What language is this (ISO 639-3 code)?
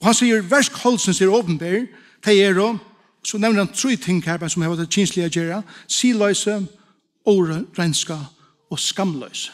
fao